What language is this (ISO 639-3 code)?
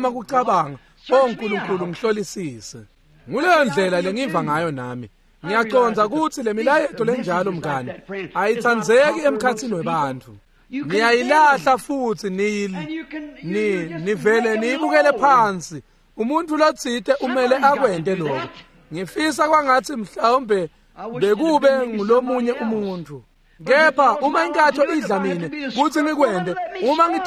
ssw